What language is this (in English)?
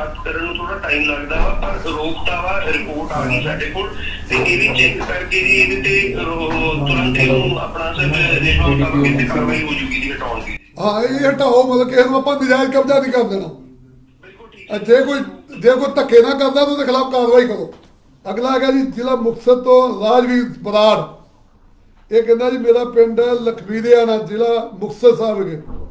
Punjabi